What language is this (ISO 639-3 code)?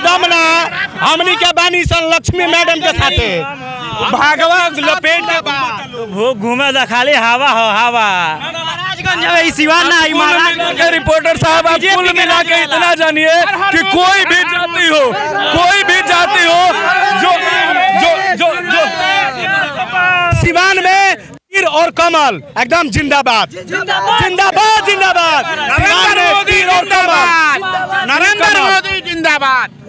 bho